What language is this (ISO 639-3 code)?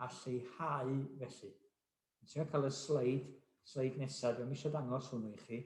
cym